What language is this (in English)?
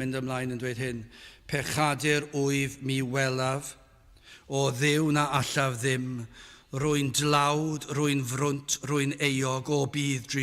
Welsh